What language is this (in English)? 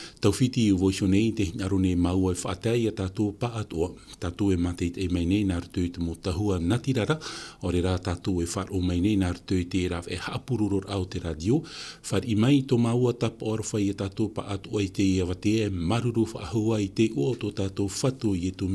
Tahitian